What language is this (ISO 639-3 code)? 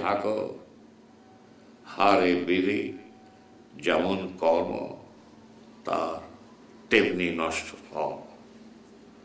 ben